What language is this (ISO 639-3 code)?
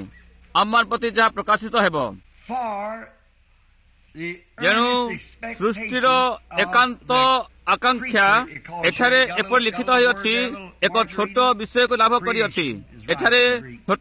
ori